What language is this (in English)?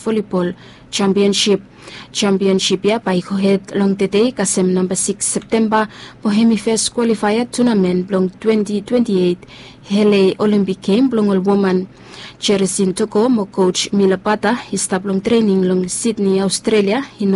Bislama